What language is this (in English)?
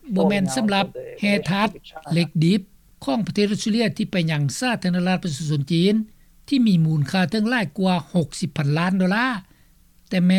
Lao